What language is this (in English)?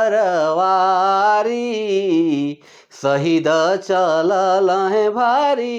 Sadri